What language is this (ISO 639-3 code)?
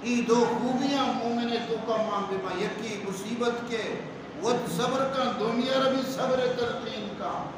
bal